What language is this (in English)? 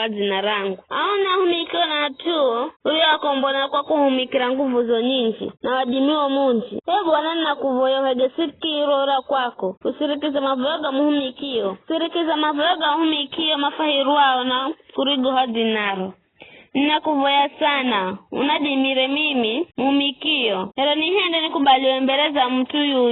Giryama